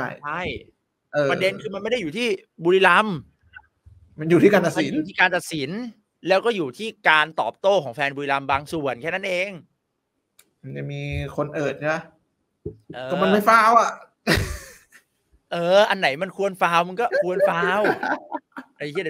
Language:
Thai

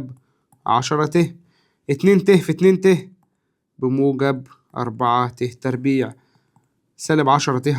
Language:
Egyptian Arabic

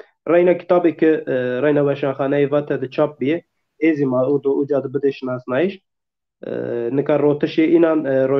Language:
Zaza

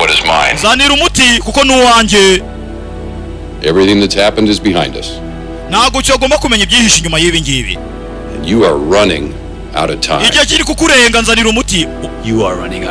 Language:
Kinyarwanda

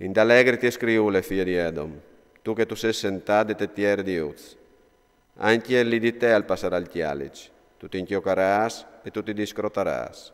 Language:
Friulian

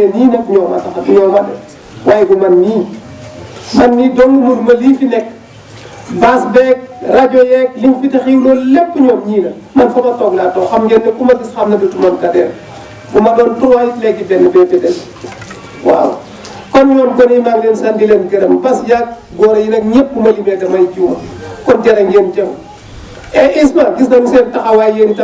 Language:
Wolof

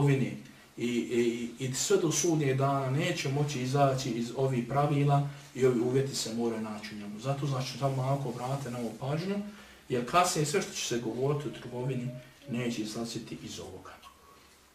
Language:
Bosnian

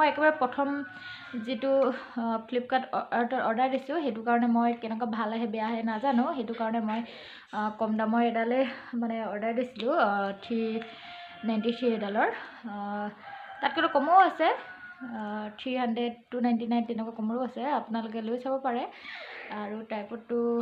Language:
Assamese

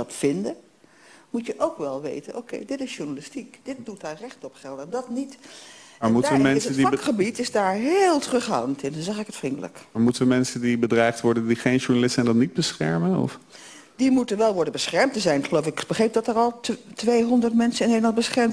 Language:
Dutch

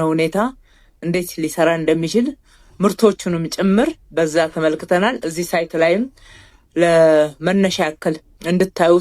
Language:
Amharic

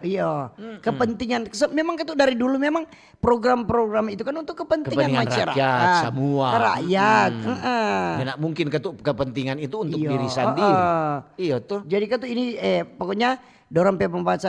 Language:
Manado Malay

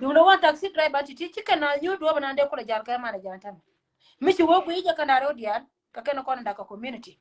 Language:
Nuer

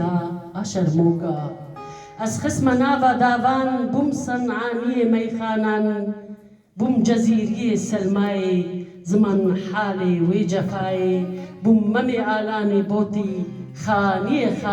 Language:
Kurdish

